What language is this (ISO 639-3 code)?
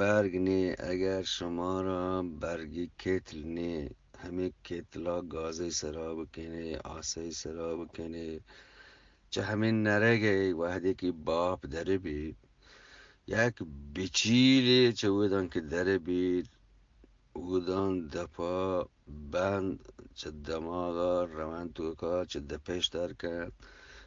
bgp